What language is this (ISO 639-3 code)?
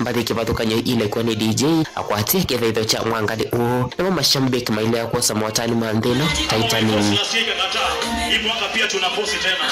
kam